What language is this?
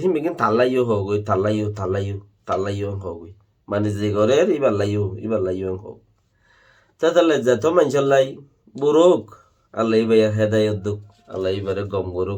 Rohingya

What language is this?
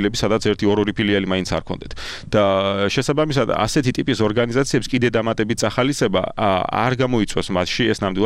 Georgian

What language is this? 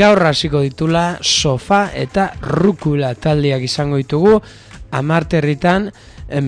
Basque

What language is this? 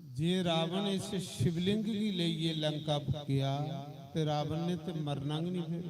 Dogri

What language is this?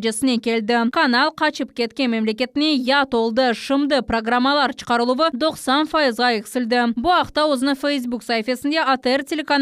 Crimean Tatar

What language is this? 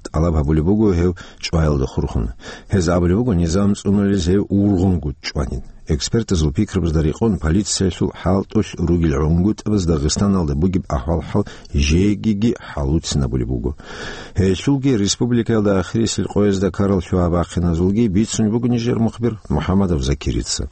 Avaric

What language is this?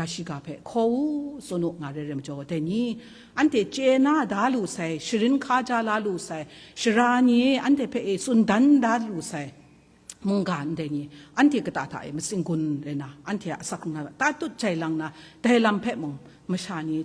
Kachin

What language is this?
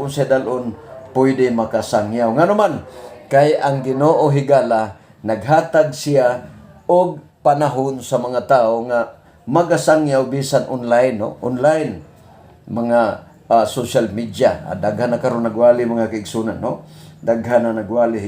Cebuano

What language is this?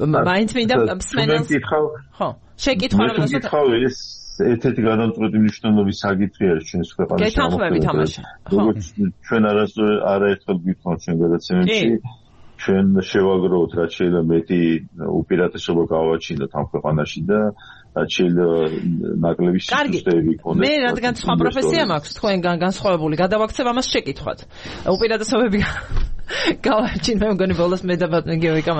Georgian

